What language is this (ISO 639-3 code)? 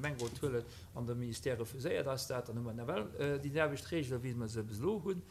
ltz